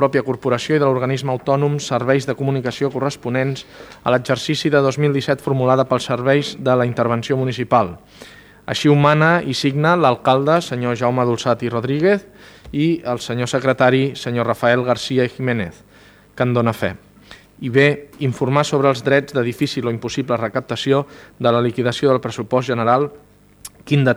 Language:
Catalan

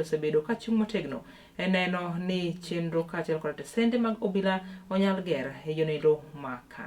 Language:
Luo (Kenya and Tanzania)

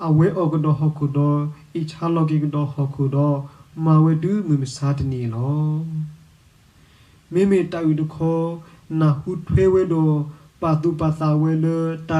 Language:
S'gaw Karen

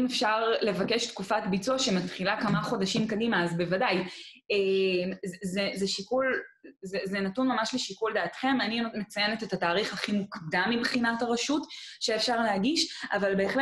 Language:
Hebrew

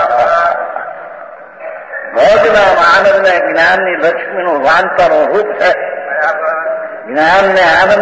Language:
Gujarati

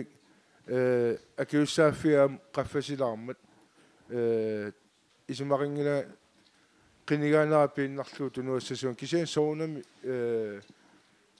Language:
Kalaallisut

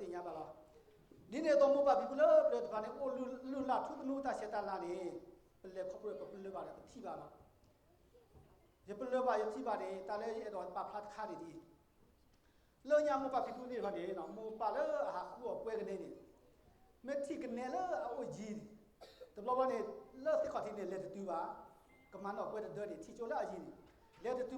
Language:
S'gaw Karen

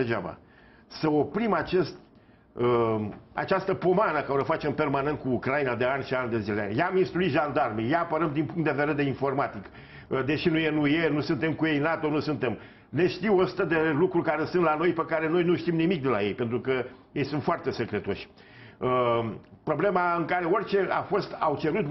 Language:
Romanian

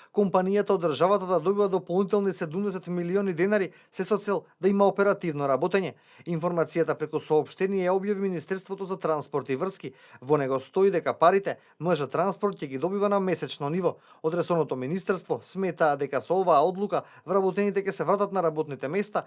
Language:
Macedonian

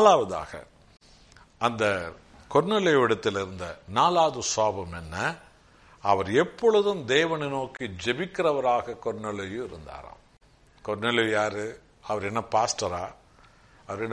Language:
Tamil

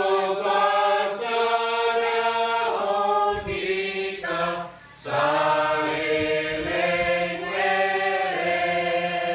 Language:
Batak Toba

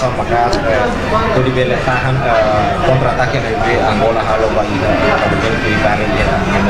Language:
Tetum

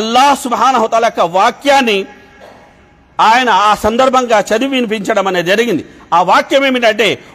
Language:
Telugu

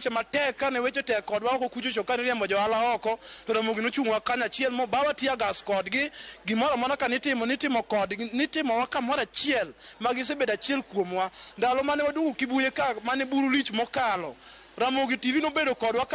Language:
Luo (Kenya and Tanzania)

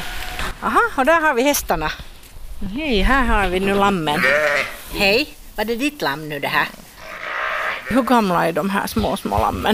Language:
Swedish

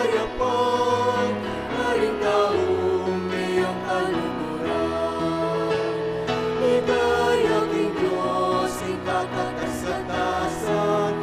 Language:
Pampanga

